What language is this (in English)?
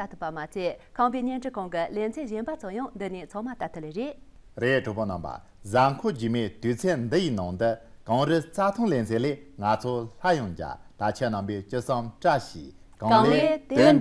Tibetan